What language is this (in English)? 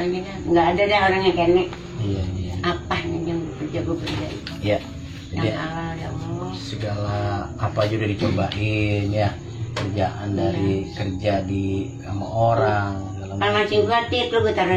Betawi